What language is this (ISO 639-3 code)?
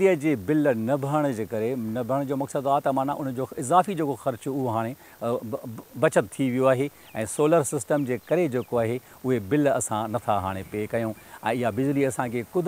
snd